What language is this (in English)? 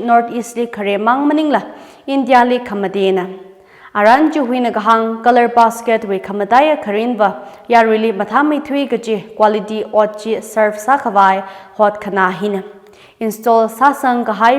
Tangkhul Naga (India)